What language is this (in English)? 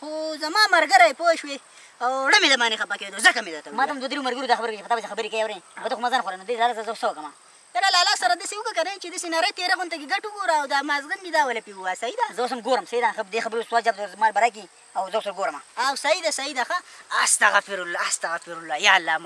Pashto